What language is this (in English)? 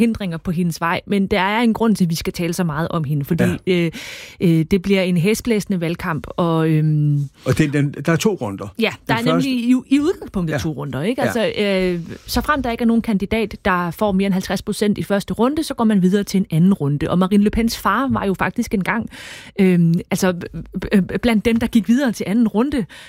Danish